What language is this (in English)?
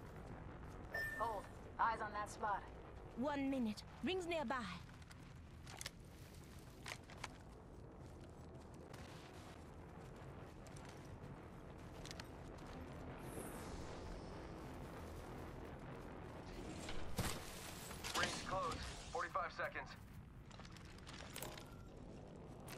English